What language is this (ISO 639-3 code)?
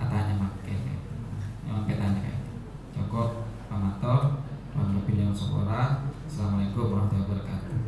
mad